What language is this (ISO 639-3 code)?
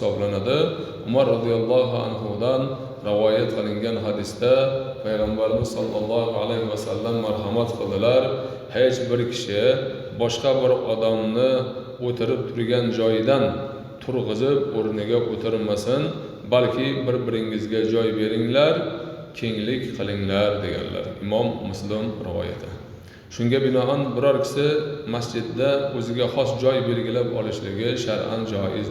uzb